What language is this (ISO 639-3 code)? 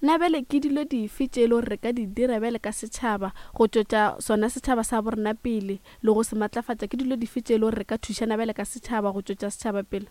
nso